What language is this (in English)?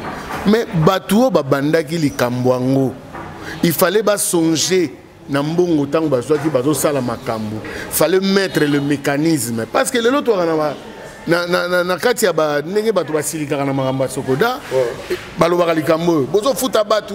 Lingala